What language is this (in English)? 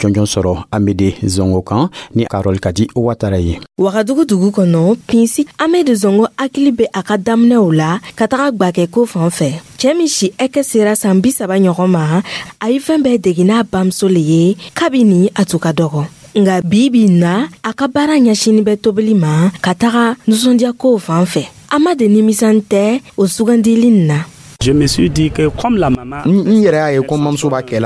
Dyula